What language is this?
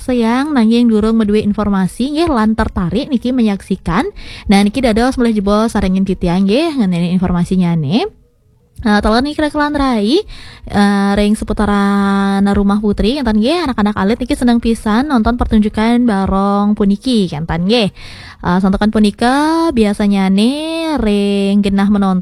Balinese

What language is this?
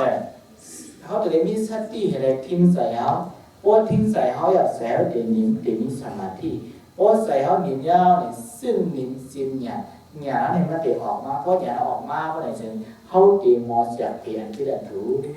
Shan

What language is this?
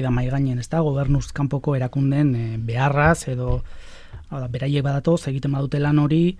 Basque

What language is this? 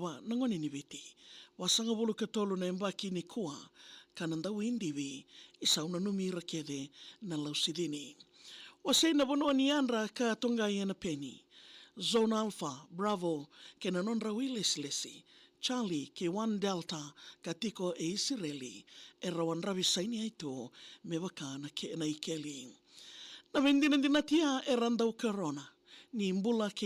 Fijian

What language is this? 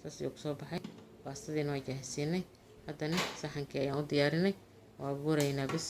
Somali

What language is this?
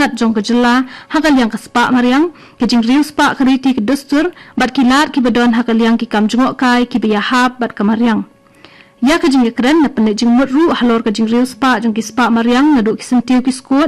Khasi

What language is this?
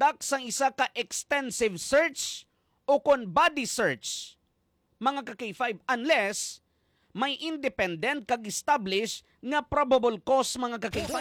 Hiligaynon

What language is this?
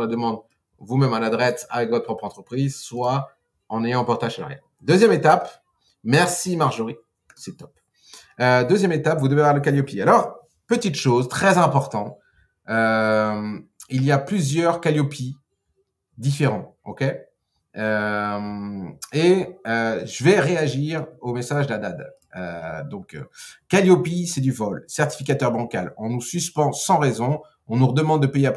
French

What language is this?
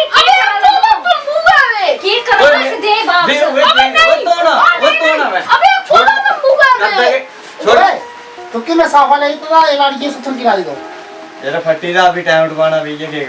Dogri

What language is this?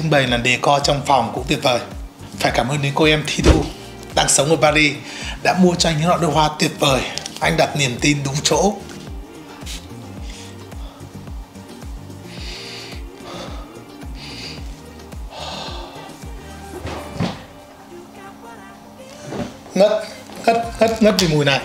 Vietnamese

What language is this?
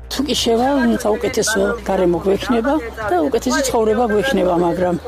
Georgian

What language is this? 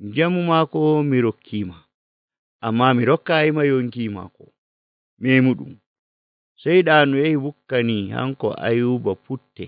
Nigerian Fulfulde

